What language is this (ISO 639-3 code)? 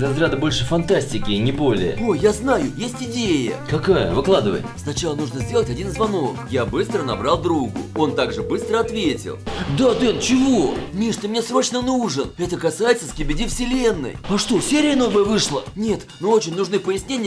rus